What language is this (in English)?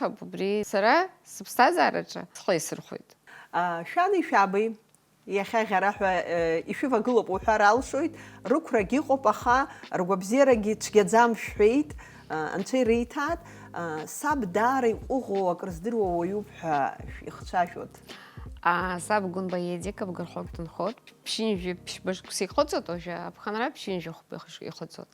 Abkhazian